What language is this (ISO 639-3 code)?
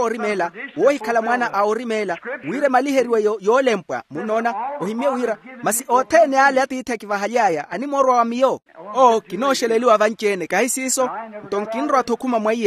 vmw